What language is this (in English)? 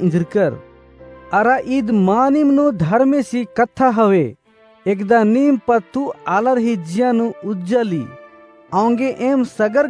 Kurukh